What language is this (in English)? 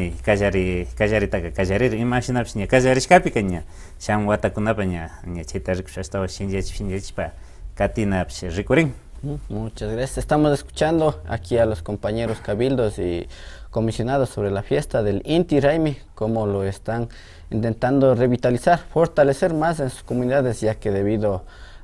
Imbabura Highland Quichua